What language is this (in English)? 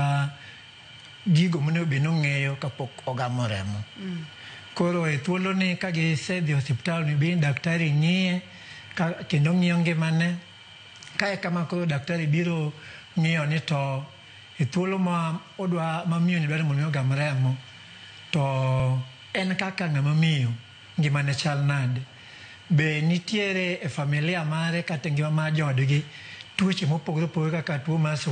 Luo (Kenya and Tanzania)